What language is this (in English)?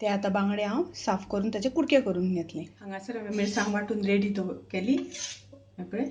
Konkani